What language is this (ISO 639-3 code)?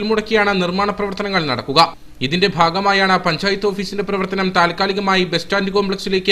mal